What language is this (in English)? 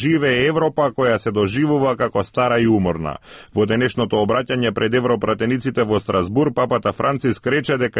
Macedonian